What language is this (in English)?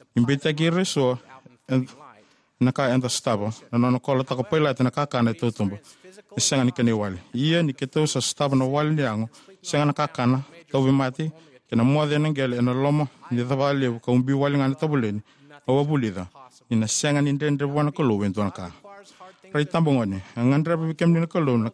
Fijian